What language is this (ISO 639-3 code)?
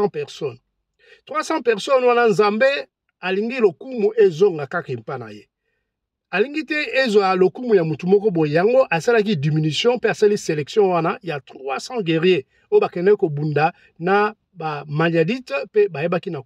lin